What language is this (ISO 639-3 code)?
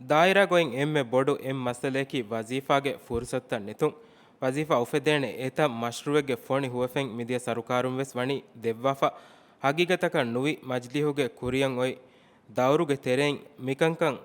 div